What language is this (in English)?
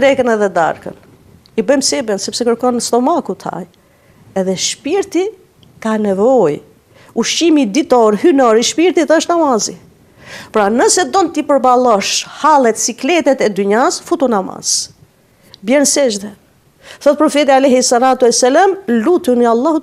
Albanian